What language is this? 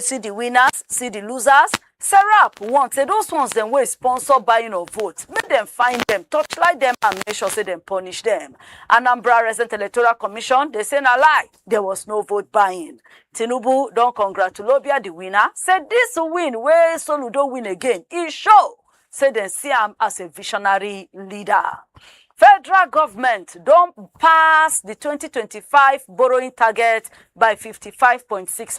Nigerian Pidgin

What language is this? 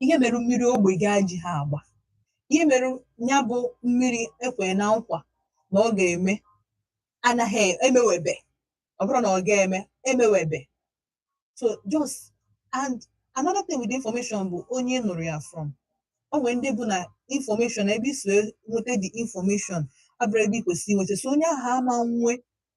Igbo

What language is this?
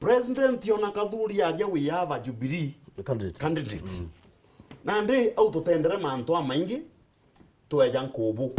Meru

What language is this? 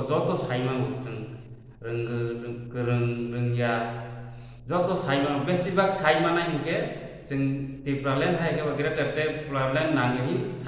Kok Borok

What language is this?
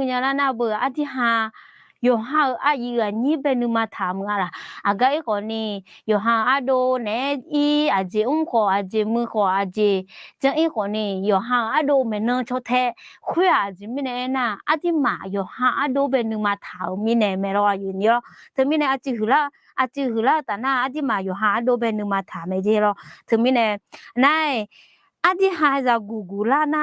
Akha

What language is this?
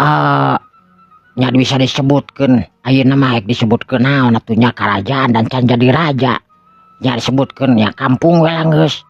Sundanese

